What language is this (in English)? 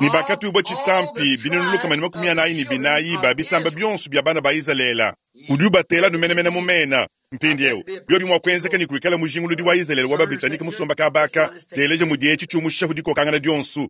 Luba-Lulua